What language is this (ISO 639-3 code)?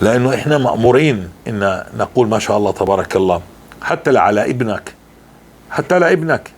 apc